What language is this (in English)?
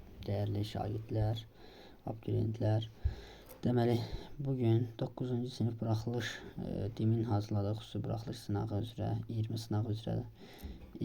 Azerbaijani